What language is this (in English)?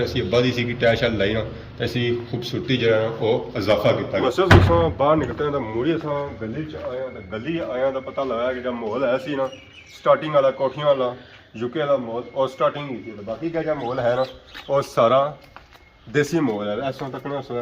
Pahari-Potwari